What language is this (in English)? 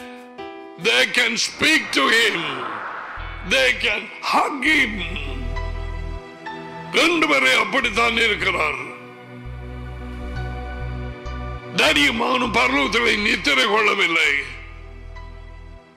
Tamil